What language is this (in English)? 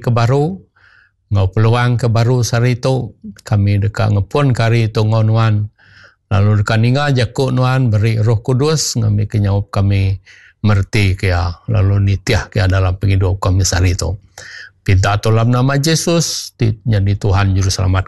Iban